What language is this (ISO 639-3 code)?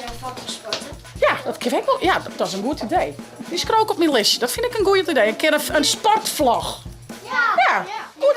fry